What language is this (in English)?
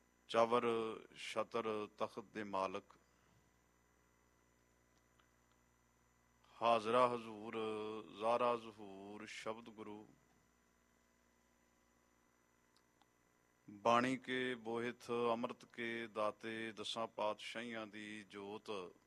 Punjabi